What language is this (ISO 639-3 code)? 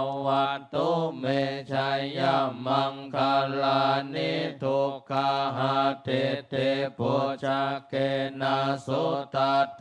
pli